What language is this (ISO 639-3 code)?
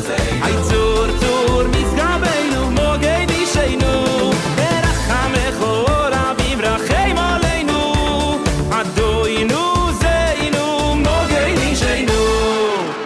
heb